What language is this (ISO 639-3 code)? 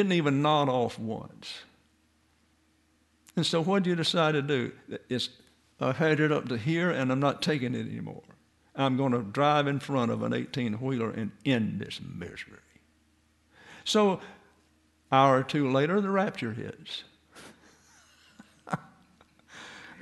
eng